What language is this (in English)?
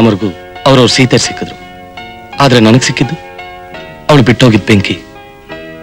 Kannada